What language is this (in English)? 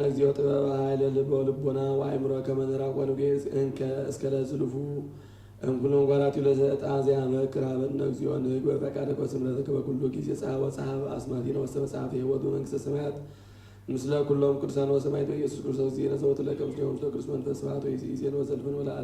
Geez